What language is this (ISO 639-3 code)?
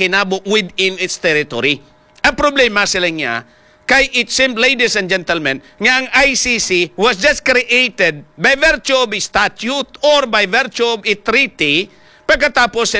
hil